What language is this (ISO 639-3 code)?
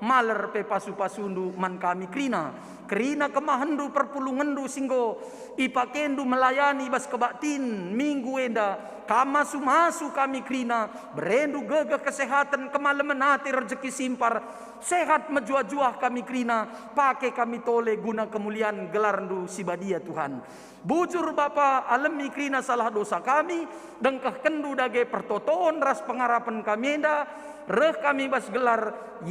btx